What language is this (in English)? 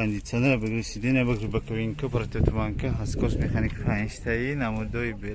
Tajik